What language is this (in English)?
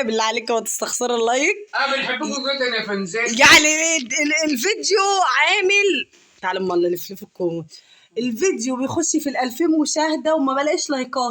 Egyptian Arabic